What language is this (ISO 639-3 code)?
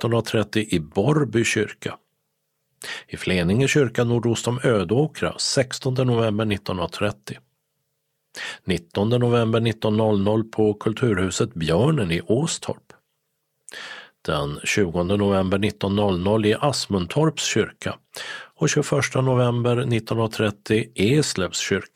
swe